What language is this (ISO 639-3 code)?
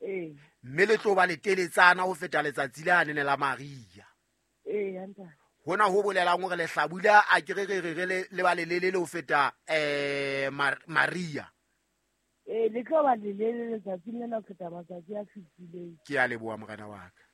sot